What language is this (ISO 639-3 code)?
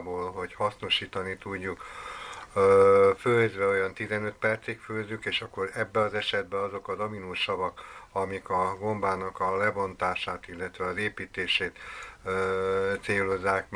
hun